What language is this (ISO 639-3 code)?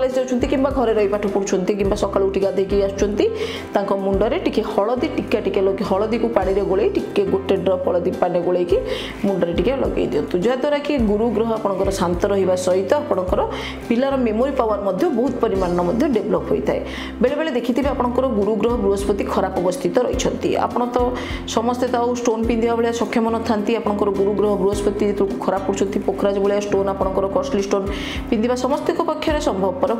ori